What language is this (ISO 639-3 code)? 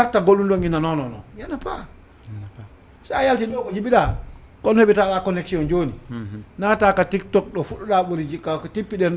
ful